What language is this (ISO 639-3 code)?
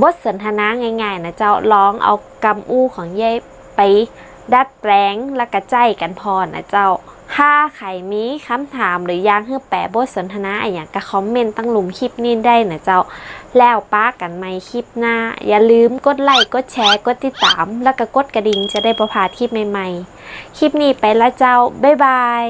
nod